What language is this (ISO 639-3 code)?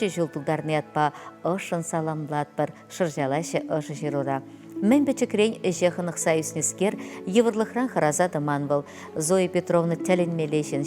chv